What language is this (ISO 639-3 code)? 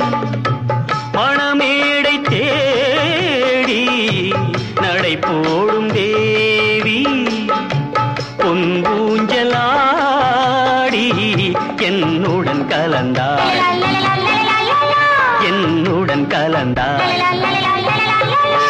tam